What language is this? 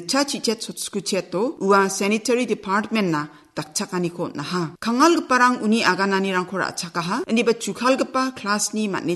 Garo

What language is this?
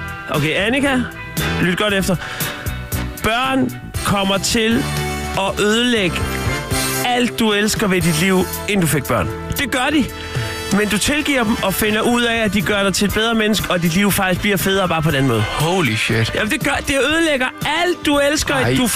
Danish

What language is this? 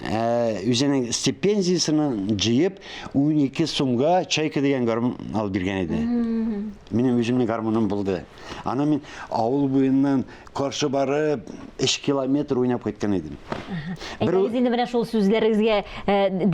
Tatar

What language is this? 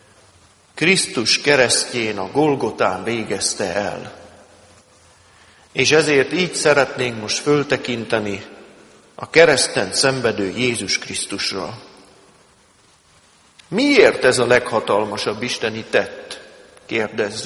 Hungarian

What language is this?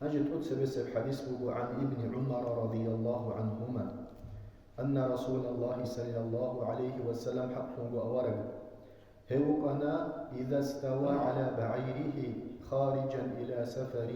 Avaric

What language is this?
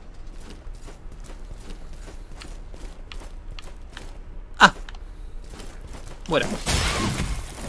Spanish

